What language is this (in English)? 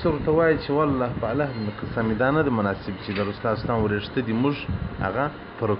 Pashto